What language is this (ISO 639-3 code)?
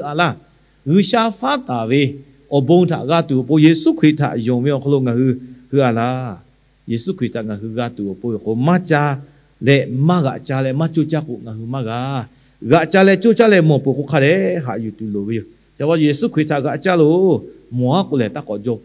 lhu